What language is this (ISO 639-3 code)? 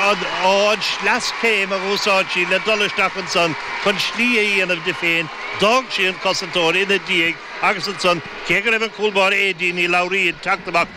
gle